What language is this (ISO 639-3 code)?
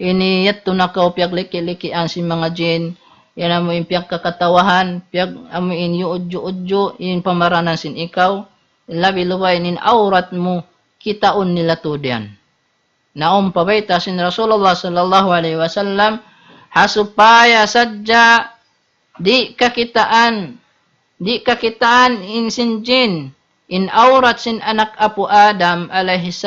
tsg